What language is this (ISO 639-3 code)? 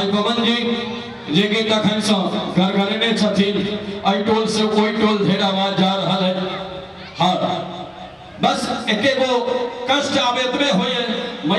mai